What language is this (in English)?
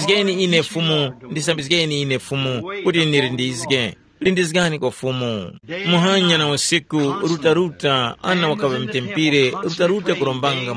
Tumbuka